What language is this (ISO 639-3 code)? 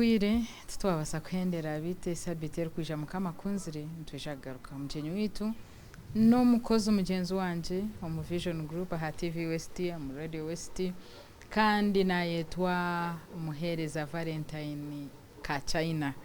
nyn